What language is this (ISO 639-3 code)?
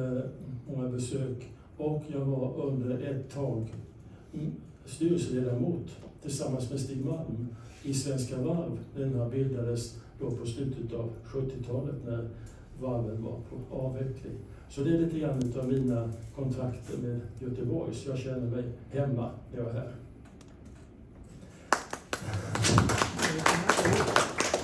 swe